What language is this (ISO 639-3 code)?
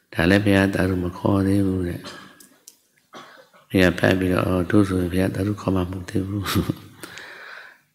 mya